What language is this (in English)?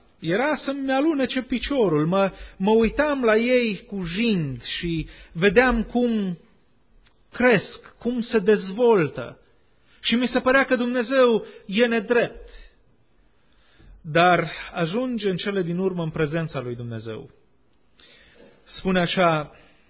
Romanian